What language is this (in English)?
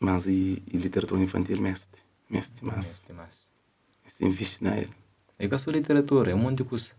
Kabuverdianu